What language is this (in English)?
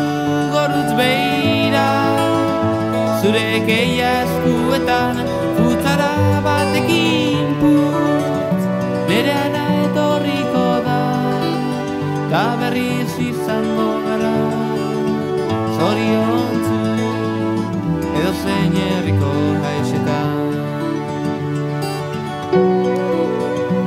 Basque